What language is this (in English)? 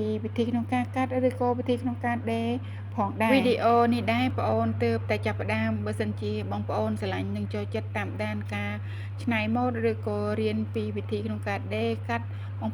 Khmer